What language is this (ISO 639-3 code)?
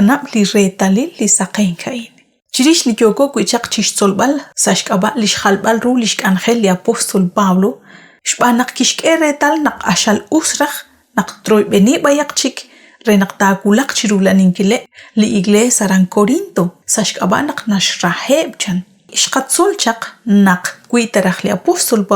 kek